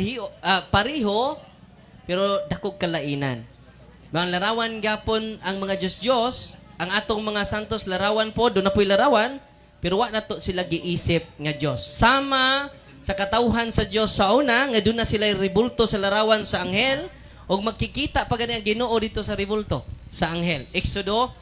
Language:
Cebuano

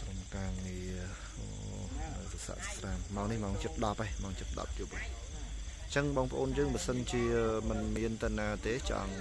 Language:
Khmer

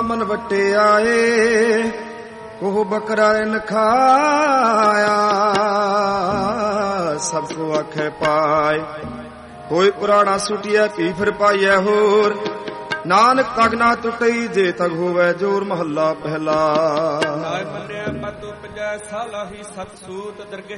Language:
Punjabi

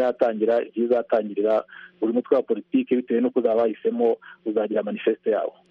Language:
Kinyarwanda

